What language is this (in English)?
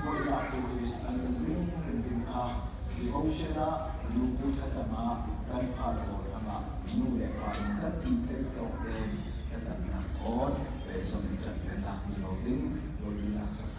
Hakha Chin